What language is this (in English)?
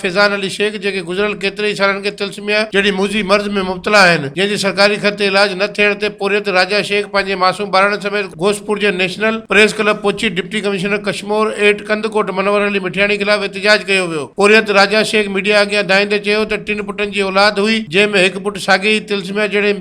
Sindhi